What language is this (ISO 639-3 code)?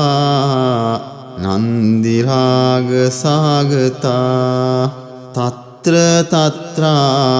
pli